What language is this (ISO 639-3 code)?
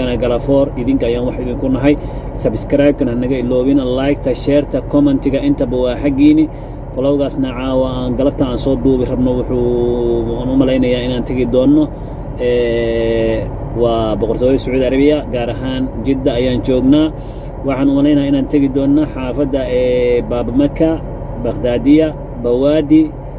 som